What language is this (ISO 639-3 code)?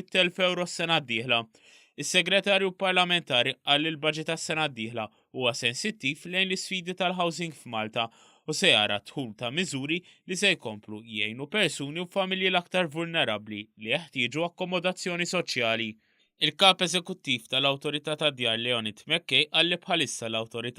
mlt